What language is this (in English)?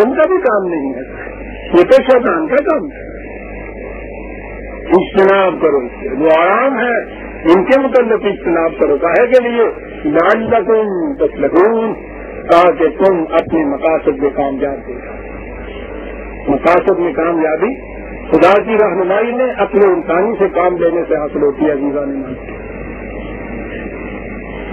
Urdu